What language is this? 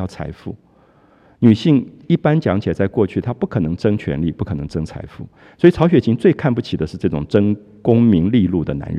Chinese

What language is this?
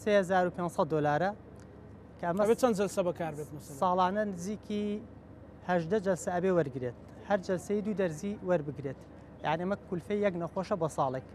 Central Kurdish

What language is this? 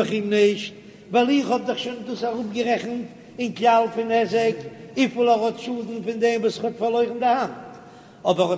Yiddish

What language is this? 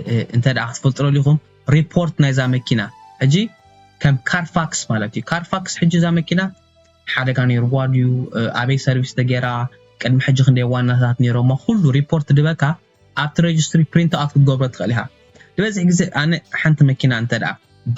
Tigrinya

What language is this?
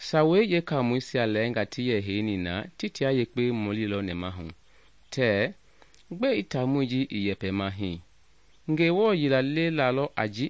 Mende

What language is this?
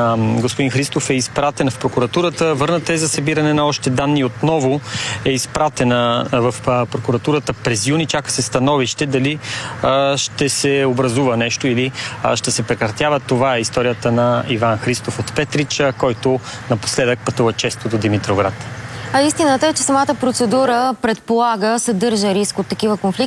Bulgarian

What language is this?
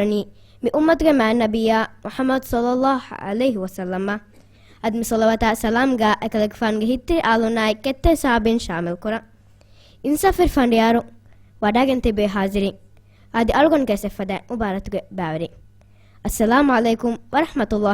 Divehi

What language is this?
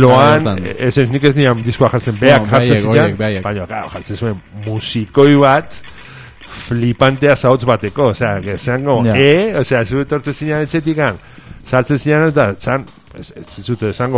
Basque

